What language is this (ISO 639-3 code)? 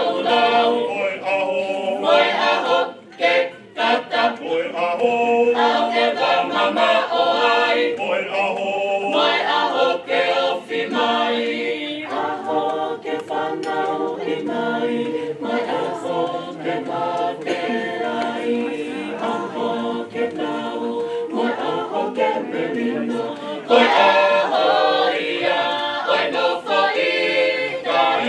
ton